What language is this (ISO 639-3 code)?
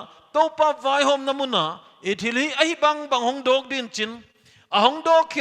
pck